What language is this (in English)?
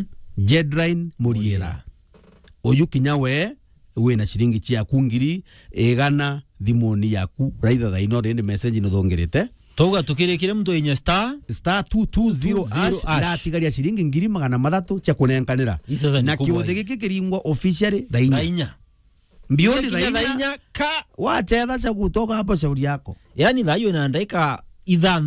Meru